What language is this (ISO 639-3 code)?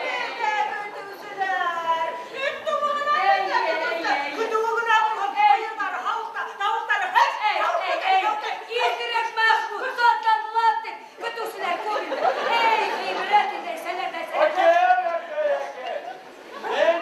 bak